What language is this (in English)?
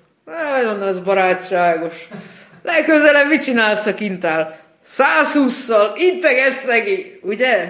Hungarian